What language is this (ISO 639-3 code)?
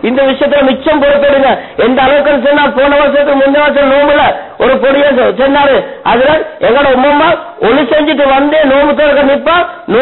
tam